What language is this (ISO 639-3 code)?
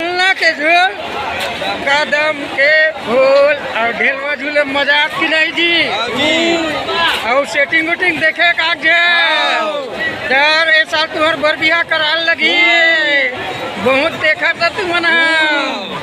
hne